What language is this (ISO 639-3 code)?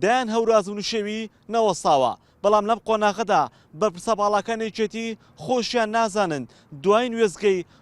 ckb